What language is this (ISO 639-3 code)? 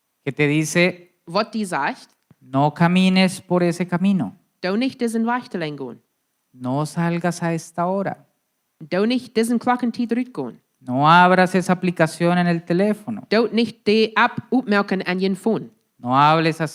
pdt